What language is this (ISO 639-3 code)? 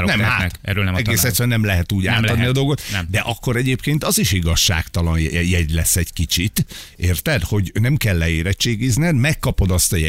hun